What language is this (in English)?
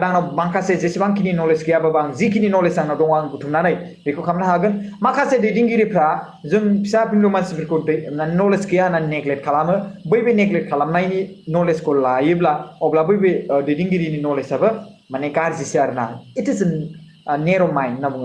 Bodo